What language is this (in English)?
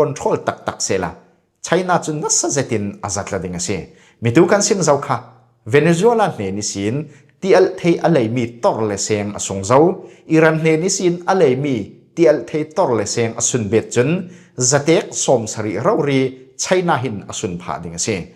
Falam Chin